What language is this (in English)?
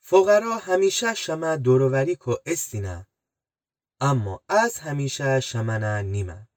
Gilaki